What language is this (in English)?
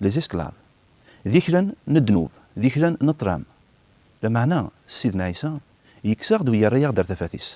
Kabyle